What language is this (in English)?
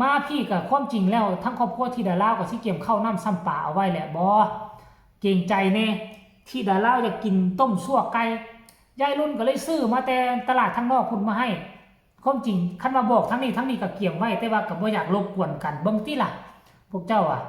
Northeastern Thai